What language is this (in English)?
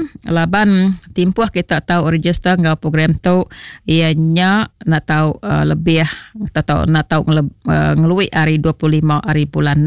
Iban